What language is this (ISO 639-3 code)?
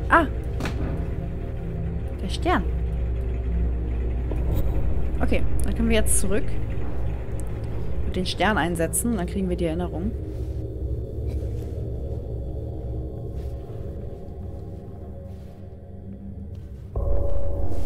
deu